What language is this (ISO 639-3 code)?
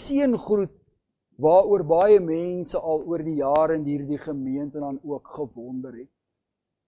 afr